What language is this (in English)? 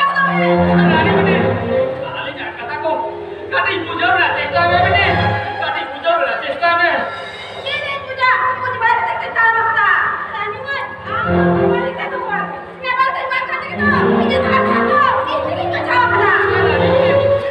Santali